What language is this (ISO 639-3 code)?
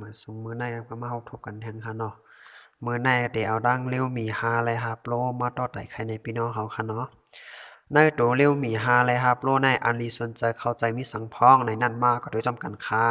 shn